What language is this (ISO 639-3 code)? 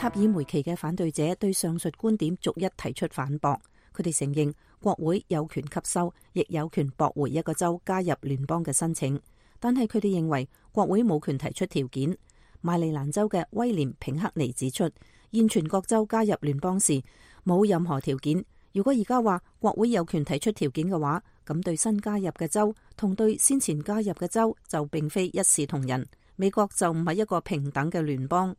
yue